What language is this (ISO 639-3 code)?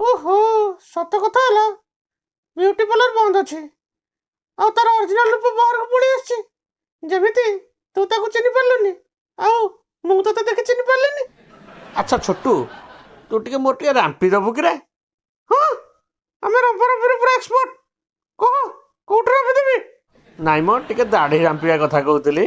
ori